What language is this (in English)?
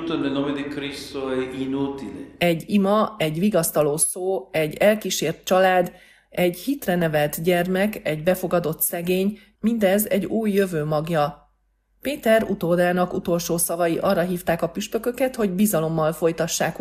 Hungarian